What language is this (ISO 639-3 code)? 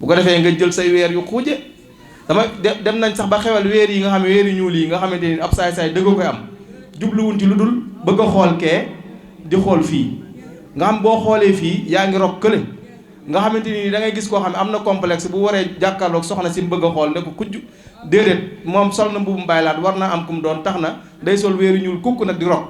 wol